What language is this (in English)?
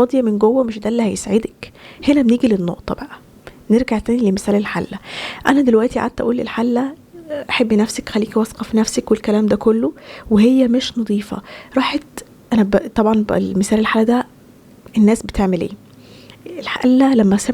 Egyptian Arabic